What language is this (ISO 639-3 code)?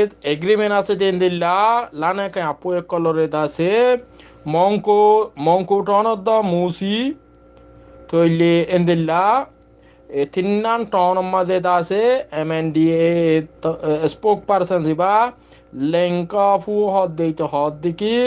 rhg